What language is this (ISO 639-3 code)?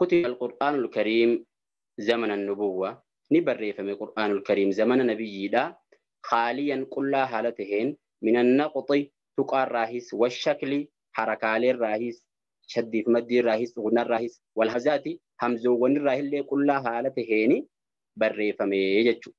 orm